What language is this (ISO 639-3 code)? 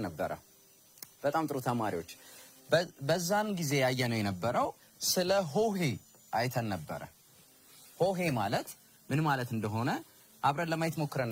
amh